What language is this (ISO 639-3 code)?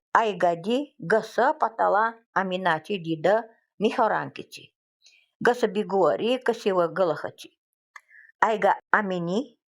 gld